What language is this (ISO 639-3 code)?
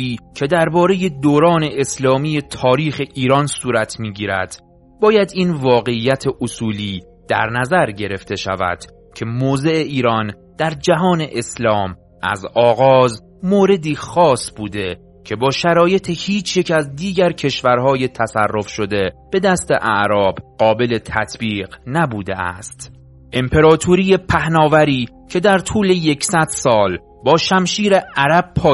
fas